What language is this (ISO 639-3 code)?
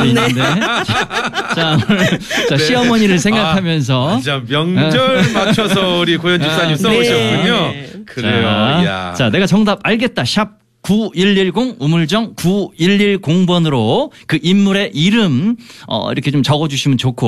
kor